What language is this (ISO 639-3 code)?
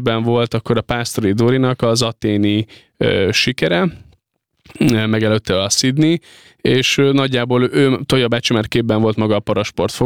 hun